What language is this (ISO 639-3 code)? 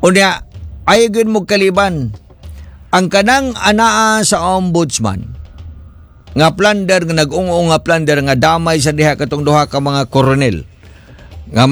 ceb